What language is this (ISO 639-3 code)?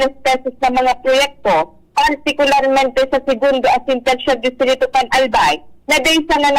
bik